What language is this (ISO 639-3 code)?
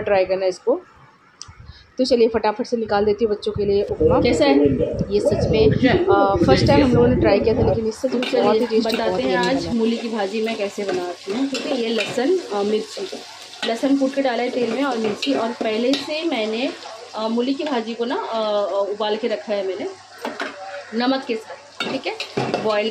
hin